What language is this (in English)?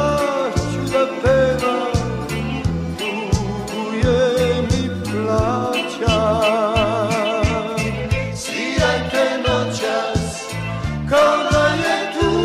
Serbian